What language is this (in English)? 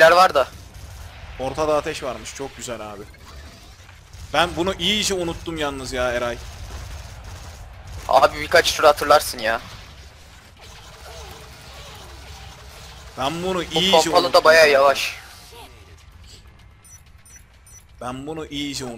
Turkish